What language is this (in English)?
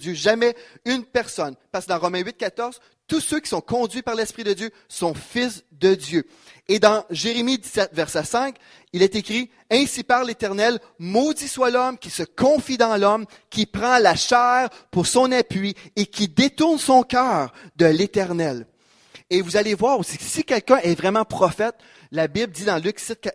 French